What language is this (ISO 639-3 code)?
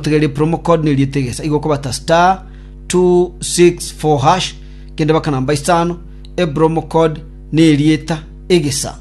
guz